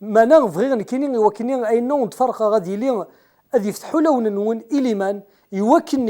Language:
Kabyle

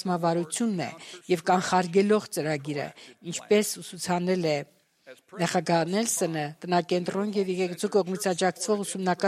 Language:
Armenian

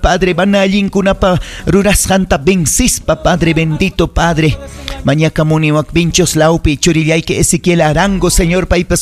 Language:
Ayacucho Quechua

